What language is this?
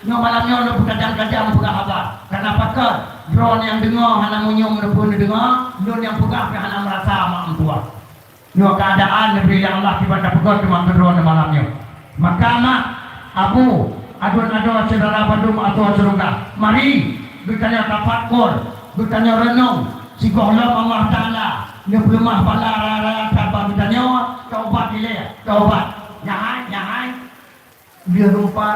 Achinese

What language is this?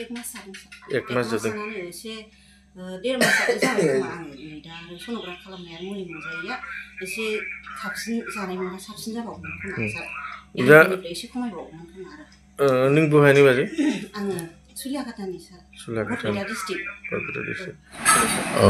Bodo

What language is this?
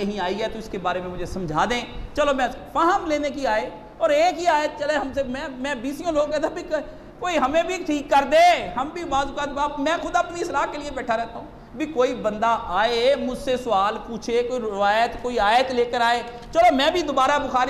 Urdu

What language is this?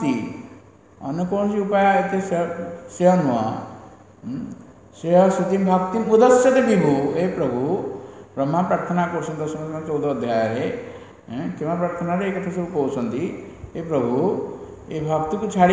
Odia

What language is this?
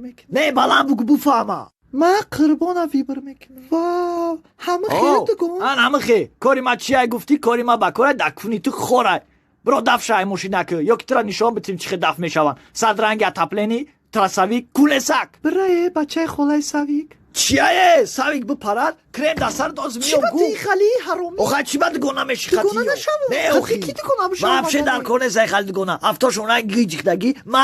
Tajik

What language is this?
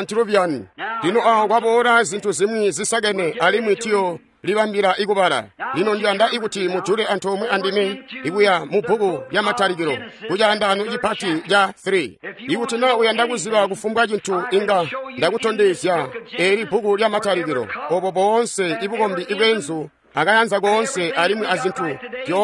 Tonga (Zambia)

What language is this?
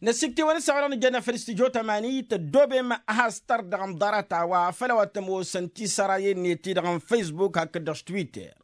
Tamasheq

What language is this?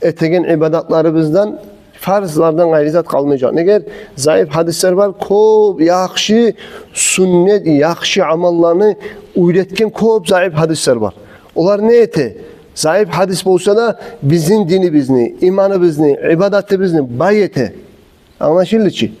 Kumyk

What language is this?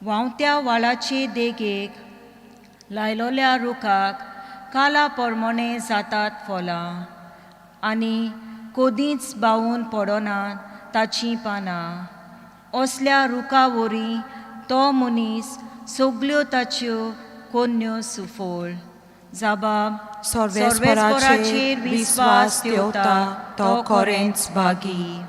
Konkani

